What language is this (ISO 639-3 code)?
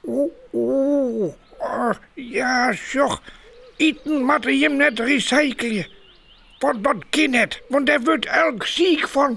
fry